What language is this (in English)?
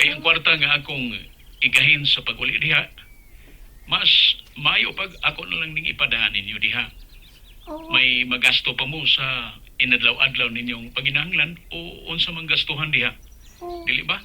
Cebuano